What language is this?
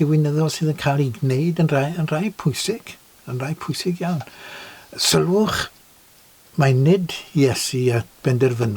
Welsh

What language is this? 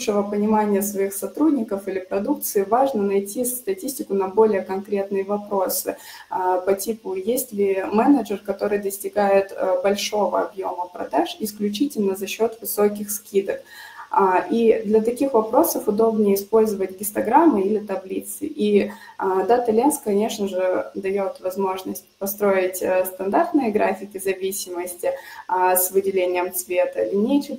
Russian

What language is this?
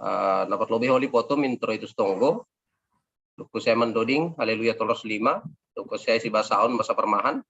Batak Simalungun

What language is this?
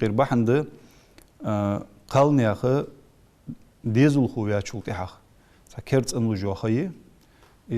Ingush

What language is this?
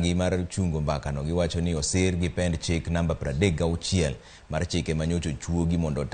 Luo (Kenya and Tanzania)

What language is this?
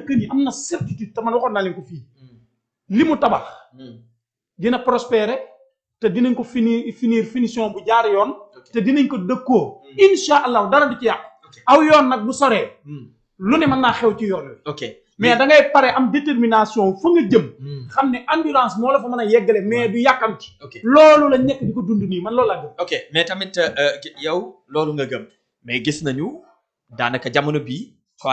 Wolof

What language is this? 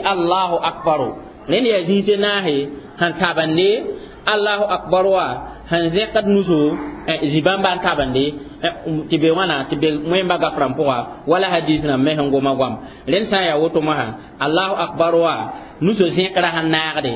Mossi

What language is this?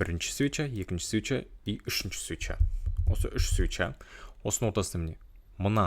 Kazakh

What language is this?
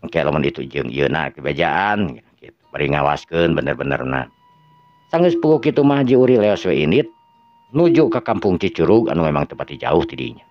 Sundanese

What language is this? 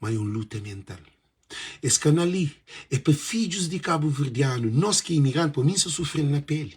Kabuverdianu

